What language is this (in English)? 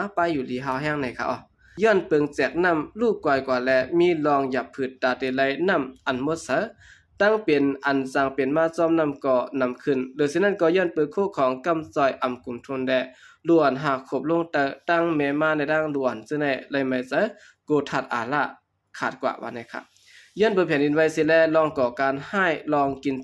Shan